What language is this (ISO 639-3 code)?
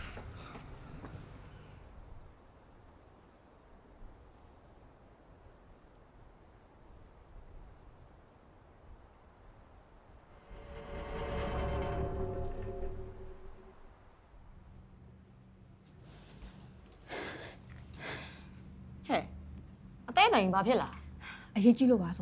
mya